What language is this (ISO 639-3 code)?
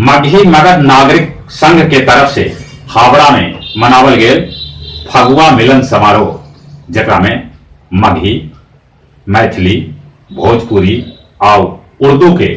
mag